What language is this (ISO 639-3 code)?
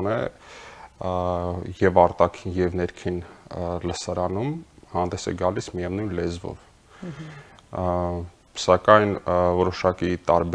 hye